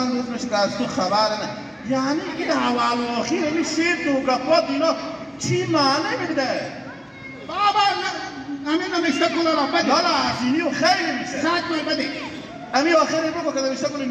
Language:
Hazaragi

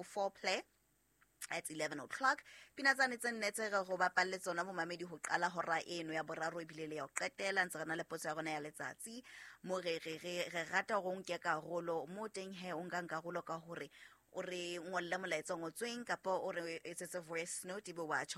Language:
Southern Sotho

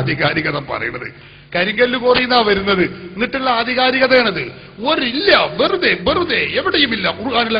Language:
Malayalam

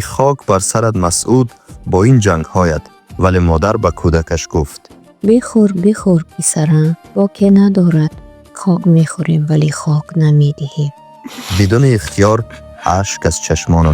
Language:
Tajik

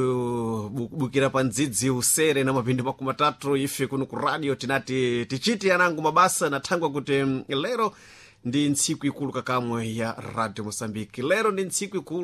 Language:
Sena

